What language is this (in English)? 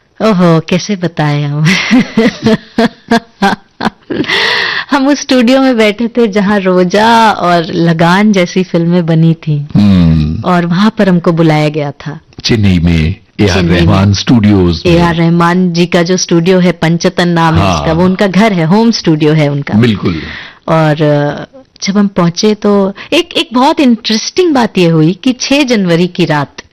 Hindi